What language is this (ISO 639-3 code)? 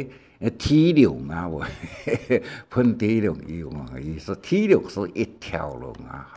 hak